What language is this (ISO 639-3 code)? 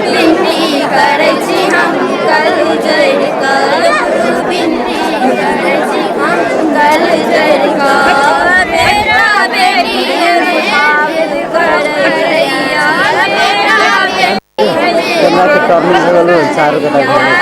mai